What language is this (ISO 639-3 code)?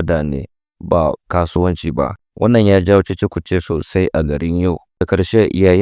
hau